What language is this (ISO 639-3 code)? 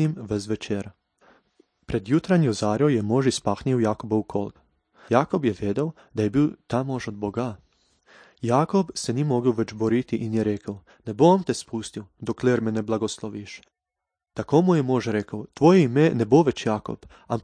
slv